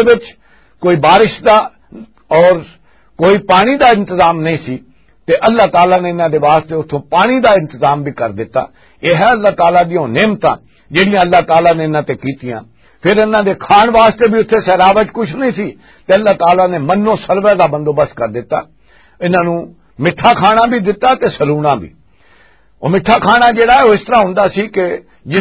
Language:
Western Panjabi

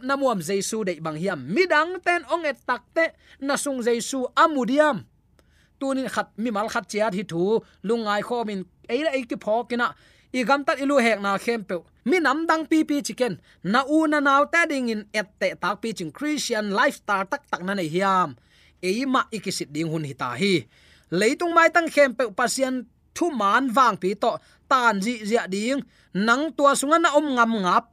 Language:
Tedim Chin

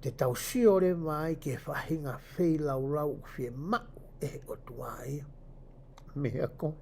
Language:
Tongan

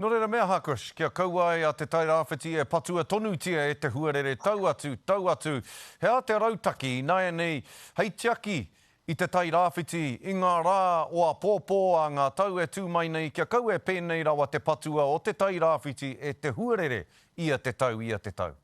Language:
Māori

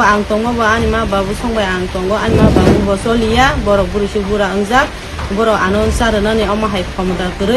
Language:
Kok Borok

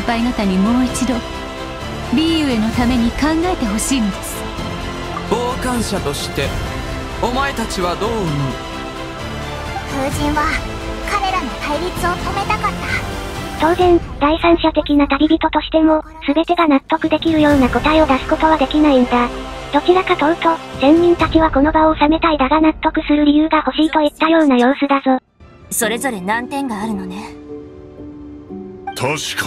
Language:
Japanese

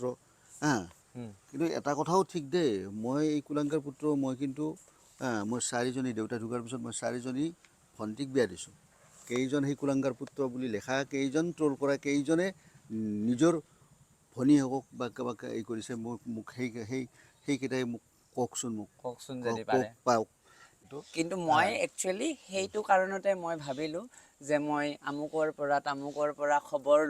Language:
Assamese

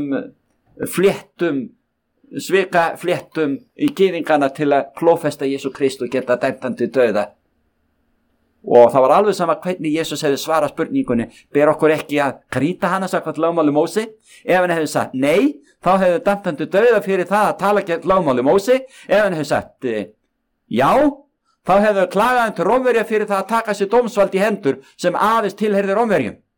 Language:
Icelandic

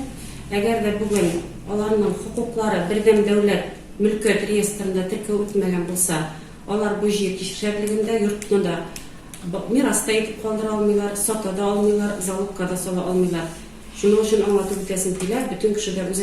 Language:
Tatar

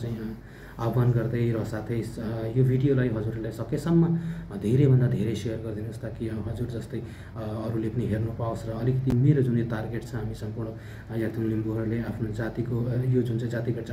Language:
Nepali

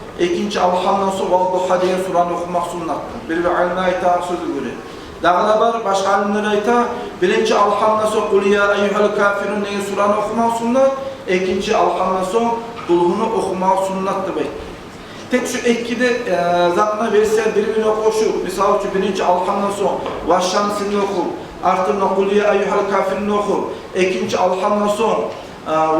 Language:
Kumyk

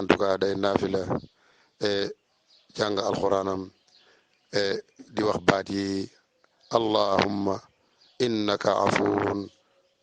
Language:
Wolof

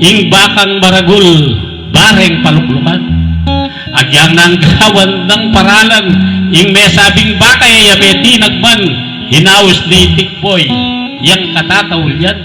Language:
Pampanga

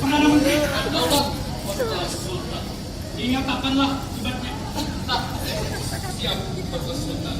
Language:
Banjar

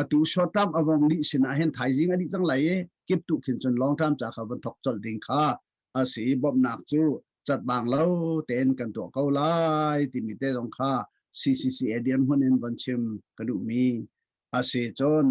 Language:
Hakha Chin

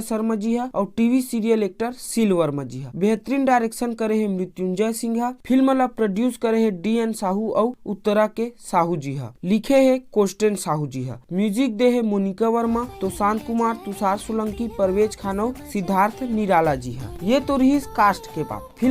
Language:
Chhattisgarhi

